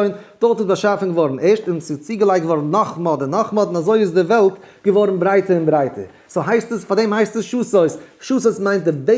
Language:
Yiddish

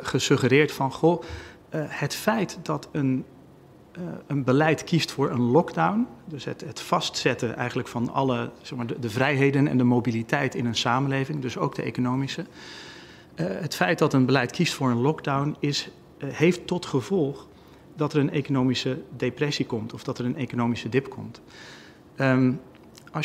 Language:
Dutch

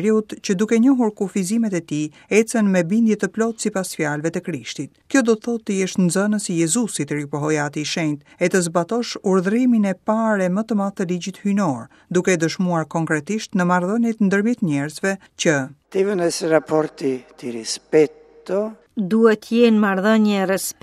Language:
Albanian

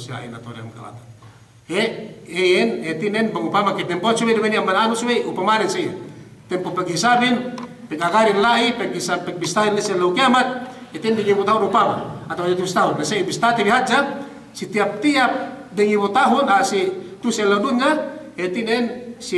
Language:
Yakan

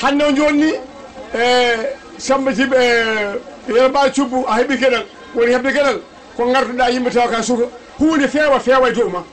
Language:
Fula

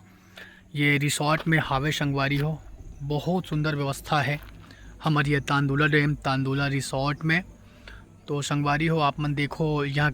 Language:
Chhattisgarhi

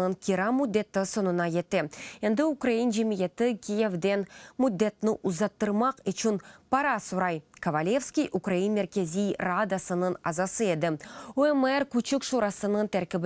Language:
Crimean Tatar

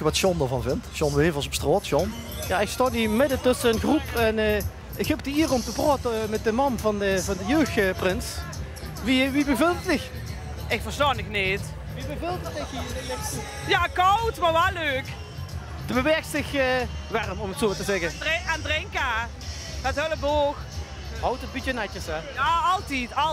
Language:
Limburgish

